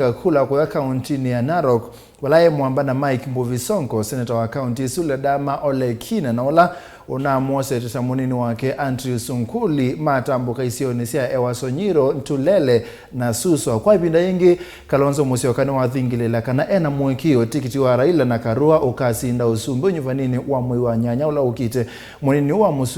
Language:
Kamba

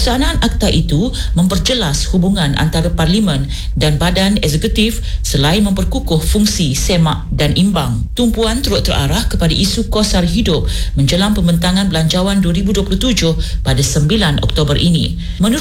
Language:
Malay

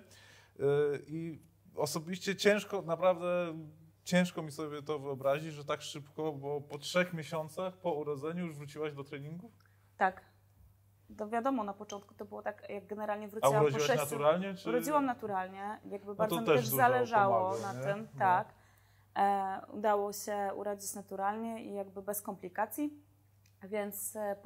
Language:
Polish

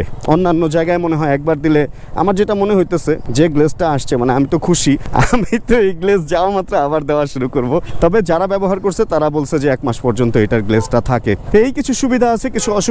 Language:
Bangla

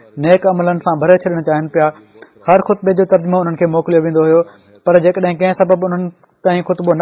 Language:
Sindhi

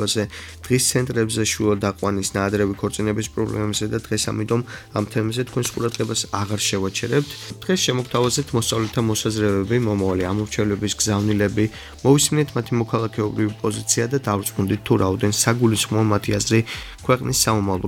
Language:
Georgian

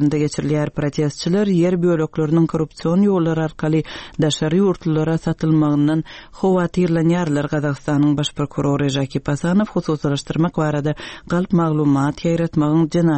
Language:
Turkmen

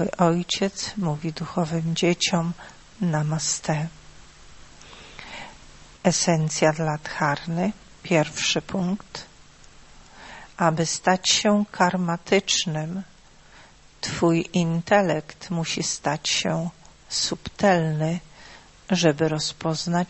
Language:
Polish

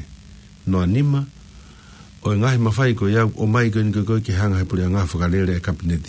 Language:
Tongan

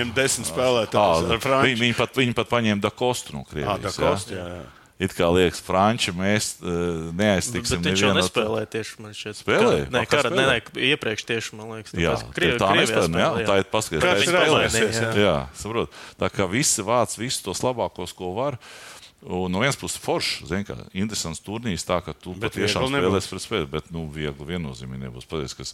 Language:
Latvian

